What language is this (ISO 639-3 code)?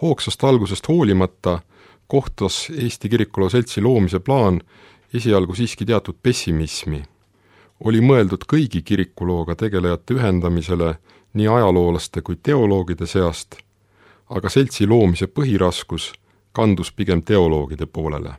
est